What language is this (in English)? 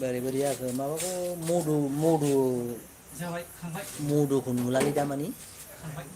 Bodo